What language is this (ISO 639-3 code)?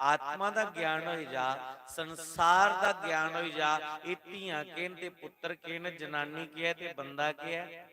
doi